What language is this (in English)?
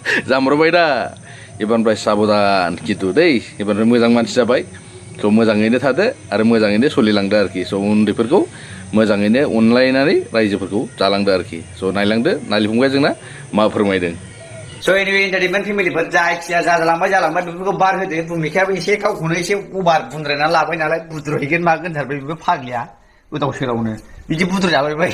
Bodo